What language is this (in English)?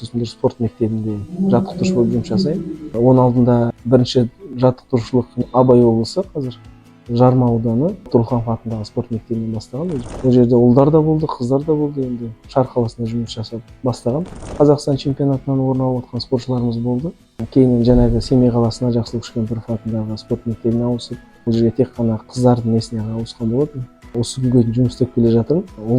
Kazakh